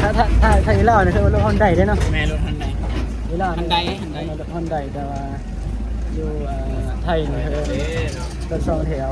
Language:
Northeastern Thai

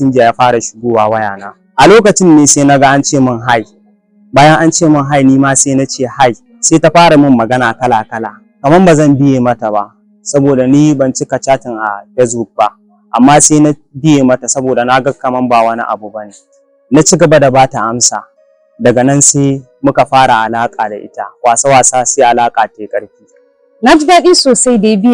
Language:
Hausa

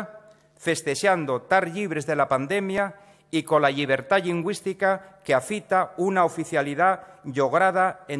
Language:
Asturian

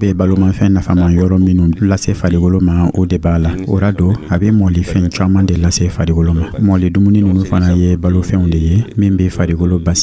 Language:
Dyula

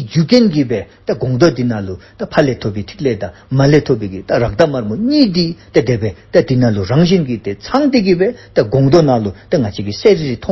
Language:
Dzongkha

